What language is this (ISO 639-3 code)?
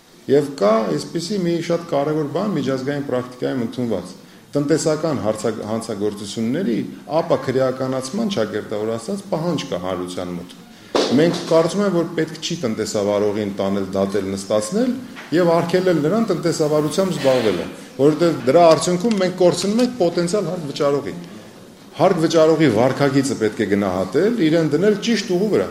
hye